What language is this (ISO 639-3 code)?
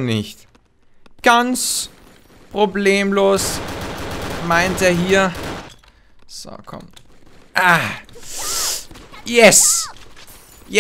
deu